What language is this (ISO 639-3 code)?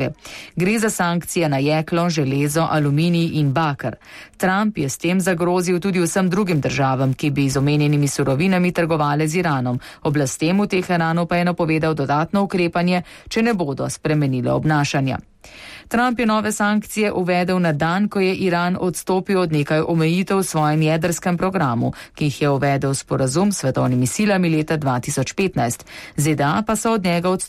slv